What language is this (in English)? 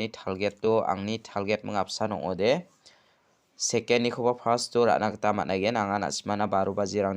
Garo